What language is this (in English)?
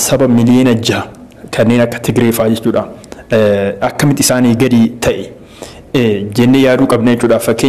Oromo